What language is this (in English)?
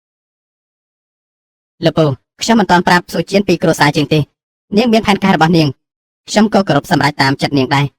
Khmer